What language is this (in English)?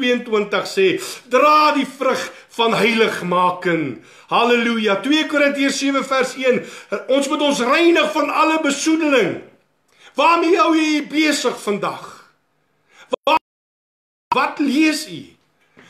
Afrikaans